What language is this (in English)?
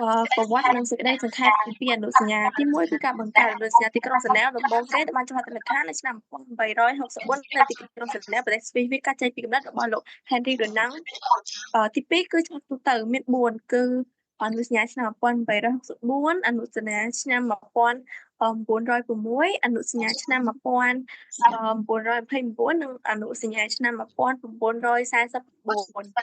Khmer